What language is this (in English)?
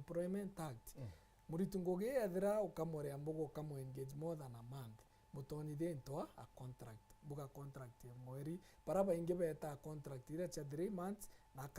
Meru